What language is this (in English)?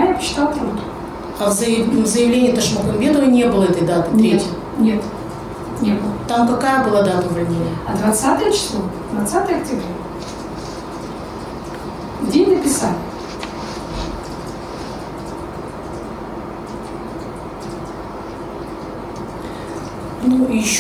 Russian